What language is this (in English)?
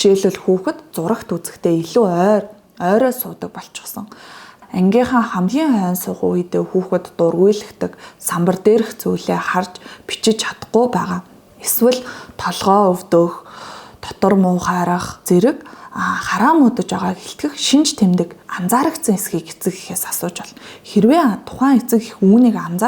Mongolian